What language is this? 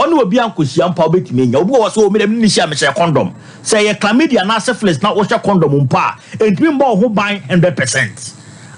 Akan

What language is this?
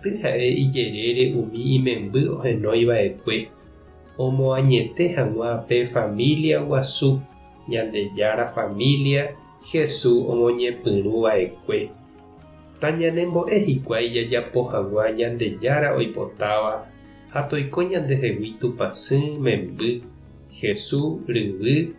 Guarani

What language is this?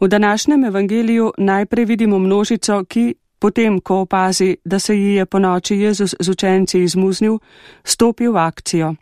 Slovenian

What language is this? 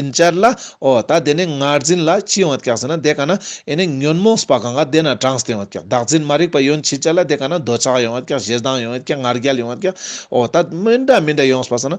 Ladakhi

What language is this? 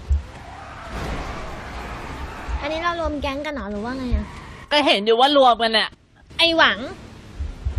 Thai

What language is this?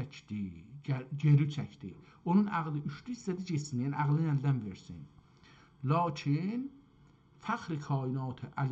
South Azerbaijani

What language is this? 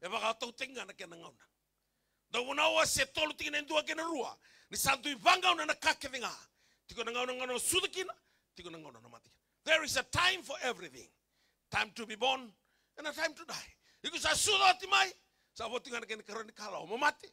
Fijian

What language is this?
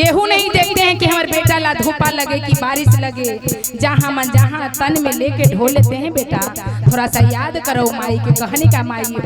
Magahi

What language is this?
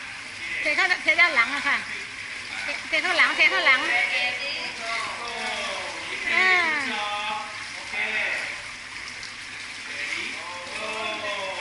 Thai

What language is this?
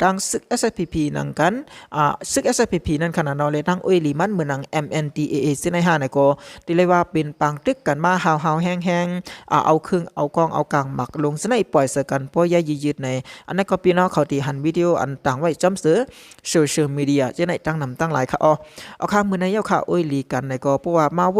Shan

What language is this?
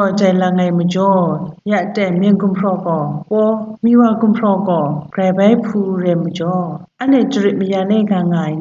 Kachin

